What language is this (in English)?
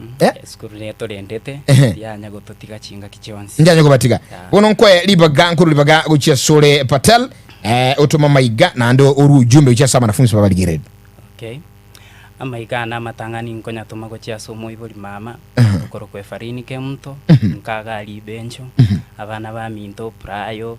Gusii